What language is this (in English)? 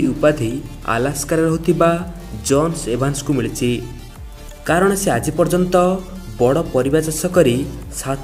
Odia